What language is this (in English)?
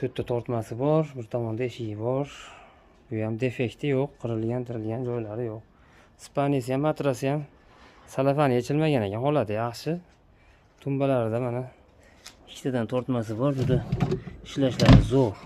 Uzbek